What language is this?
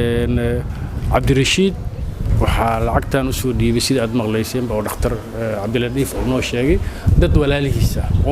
Somali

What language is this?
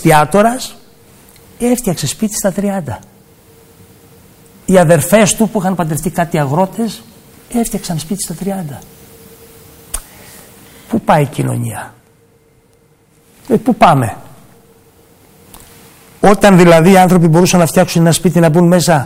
Greek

